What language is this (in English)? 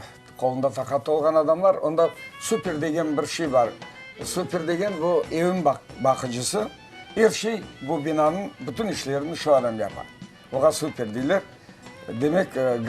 Crimean Tatar